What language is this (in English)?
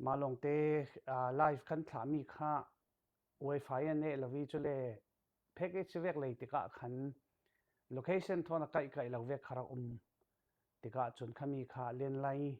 Falam Chin